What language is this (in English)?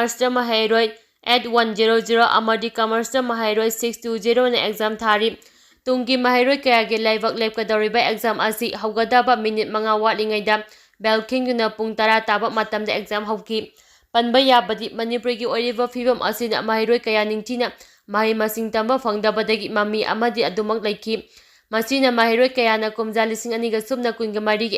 Manipuri